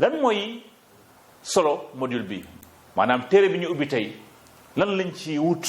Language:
Wolof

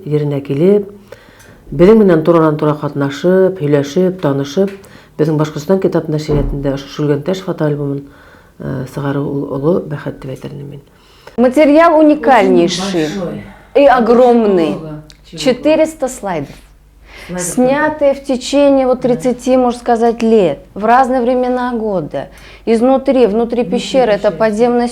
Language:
Bashkir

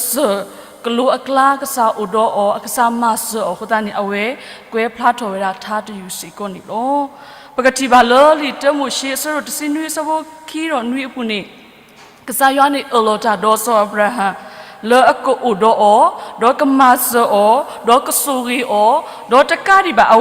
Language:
S'gaw Karen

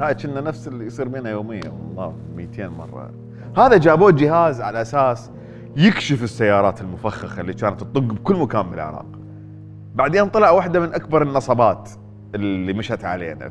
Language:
Mesopotamian Arabic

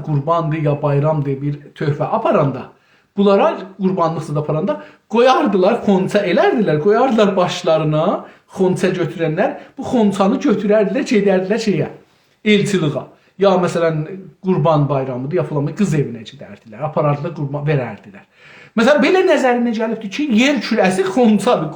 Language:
South Azerbaijani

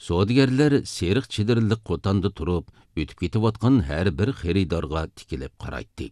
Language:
Uyghur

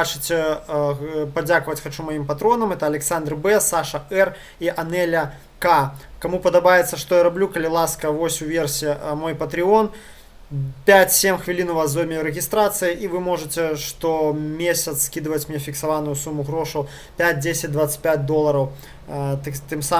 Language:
Belarusian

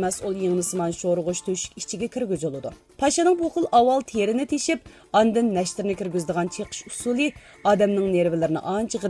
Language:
Uyghur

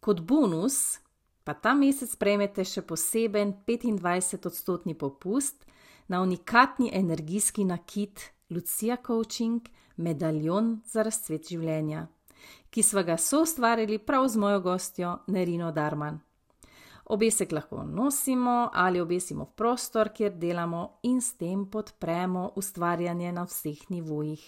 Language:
Slovenian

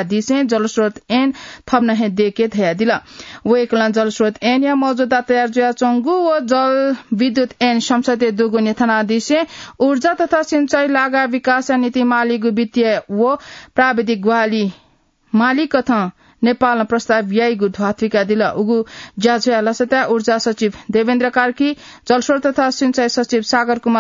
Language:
Newari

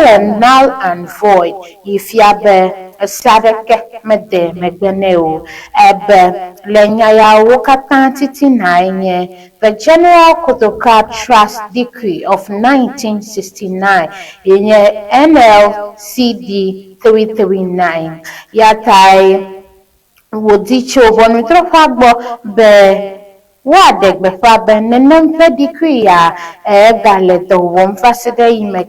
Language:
Ewe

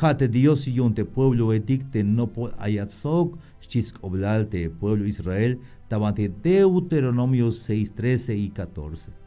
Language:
Tzeltal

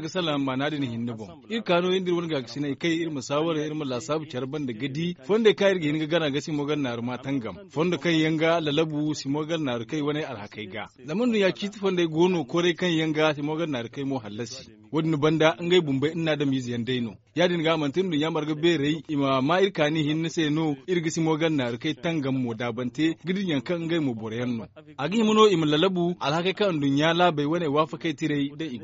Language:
Zarma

